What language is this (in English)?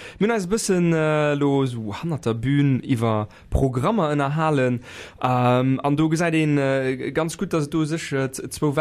Luxembourgish